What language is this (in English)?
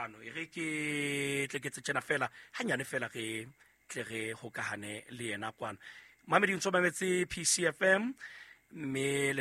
Southern Sotho